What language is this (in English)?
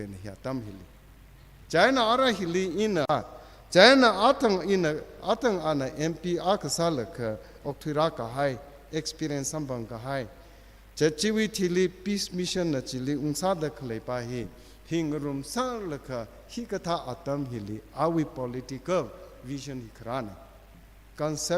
Tangkhul Naga (India)